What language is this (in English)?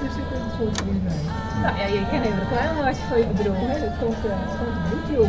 Western Frisian